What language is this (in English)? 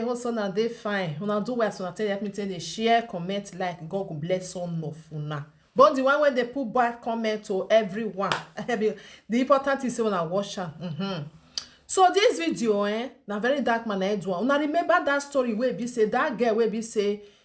Nigerian Pidgin